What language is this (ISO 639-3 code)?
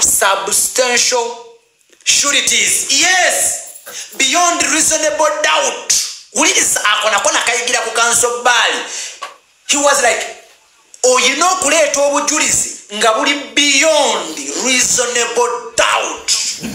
lug